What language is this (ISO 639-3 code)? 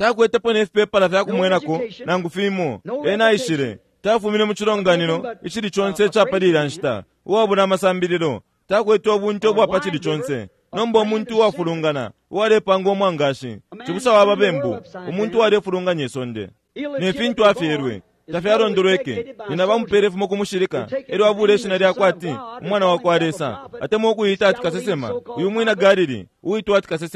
bem